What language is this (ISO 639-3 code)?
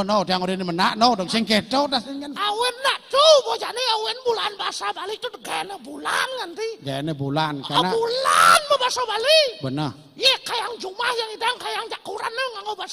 ban